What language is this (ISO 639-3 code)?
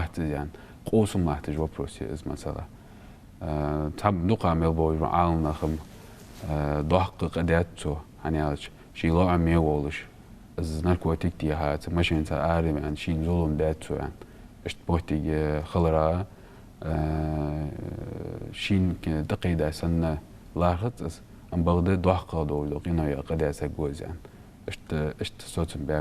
inh